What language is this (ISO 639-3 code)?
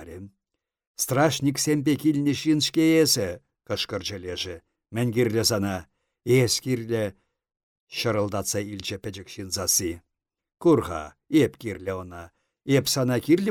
chv